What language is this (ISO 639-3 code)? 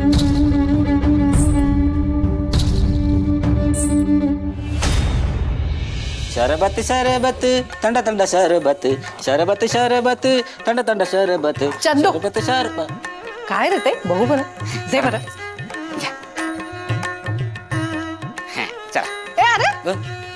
mar